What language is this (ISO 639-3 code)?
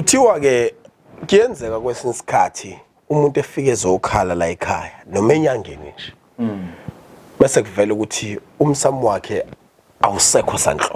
zul